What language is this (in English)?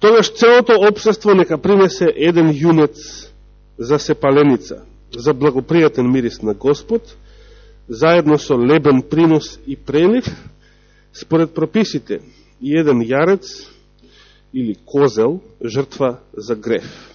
Macedonian